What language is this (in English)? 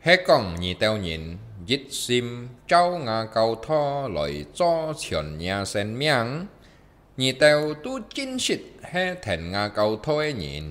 Hakka Chinese